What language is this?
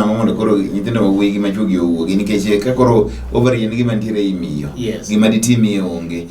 Luo (Kenya and Tanzania)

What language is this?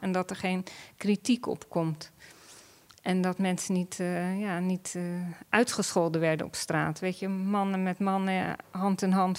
Dutch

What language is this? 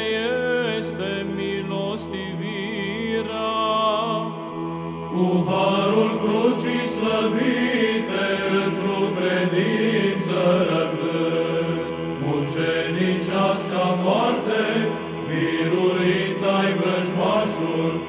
Romanian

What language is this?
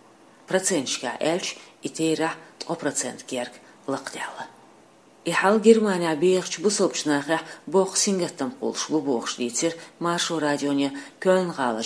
Chechen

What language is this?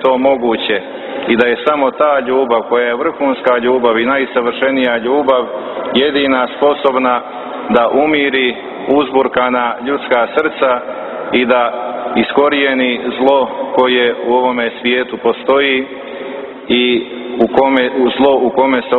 Serbian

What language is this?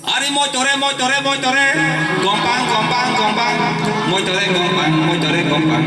Kok Borok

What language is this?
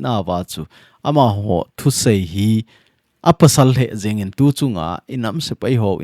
Thado Chin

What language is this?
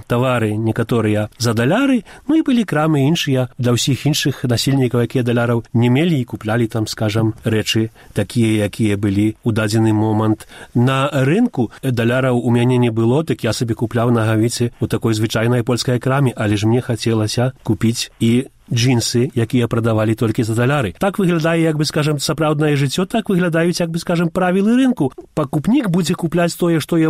Belarusian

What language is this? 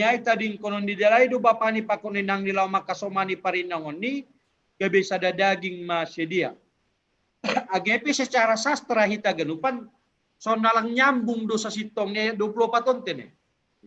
Batak Simalungun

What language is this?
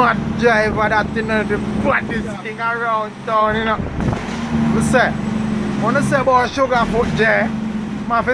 Jamaican Creole English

